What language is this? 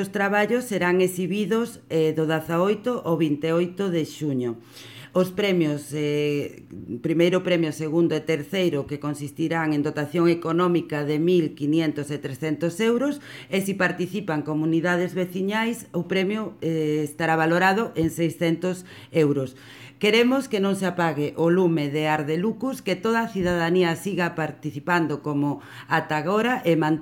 Galician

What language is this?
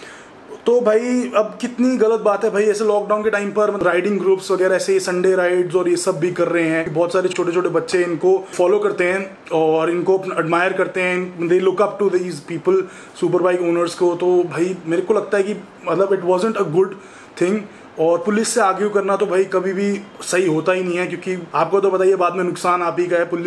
Hindi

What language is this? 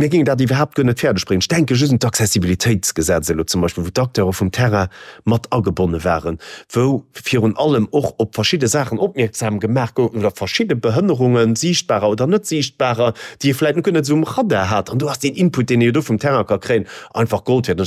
Luxembourgish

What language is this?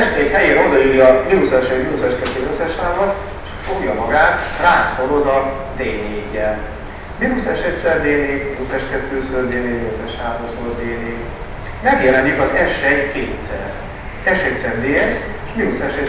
Hungarian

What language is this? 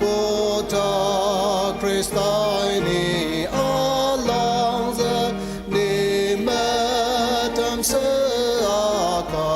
Ao Naga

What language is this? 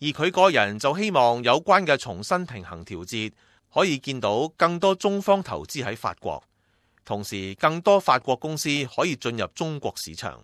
Cantonese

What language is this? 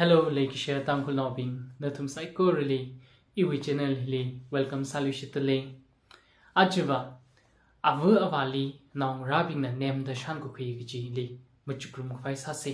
Tangkhul Naga (India)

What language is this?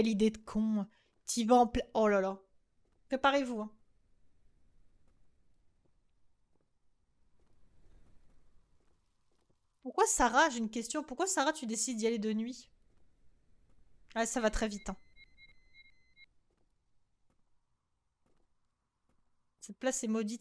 French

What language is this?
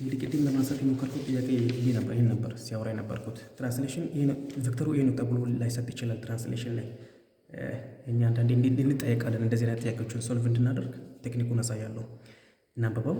Amharic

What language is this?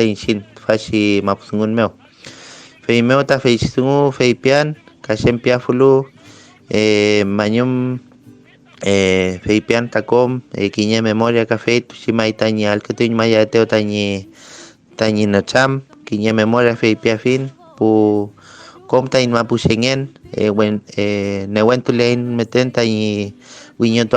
Mapuche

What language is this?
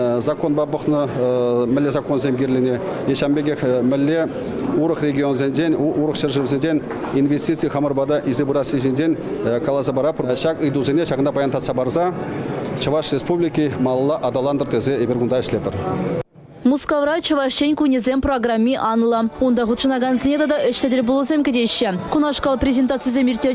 Chuvash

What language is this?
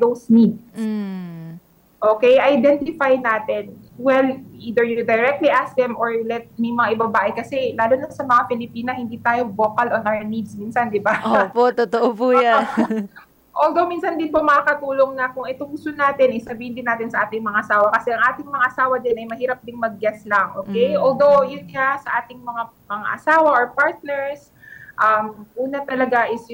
Filipino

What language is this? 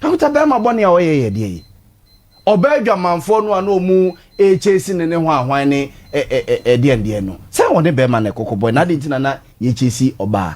Akan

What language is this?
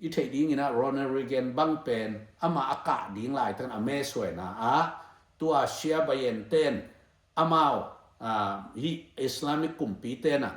Tedim Chin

